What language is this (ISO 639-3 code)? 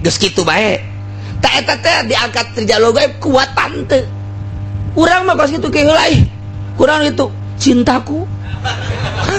sun